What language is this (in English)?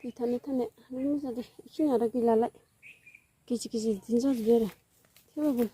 Bodo